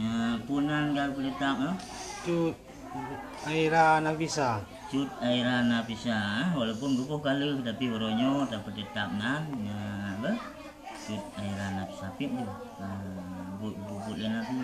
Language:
Achinese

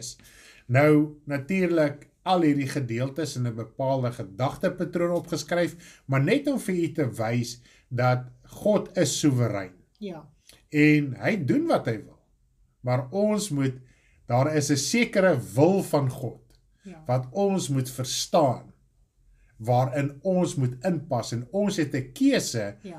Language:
Afrikaans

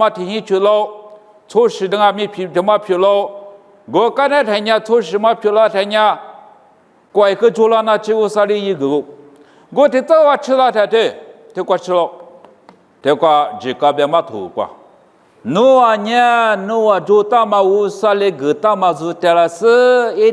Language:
Lisu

